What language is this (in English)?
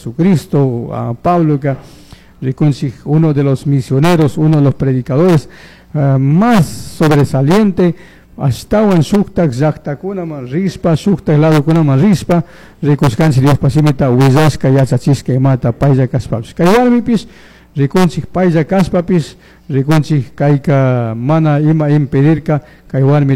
Chimborazo Highland Quichua